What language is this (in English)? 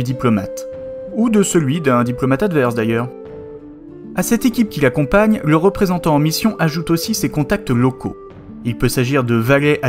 French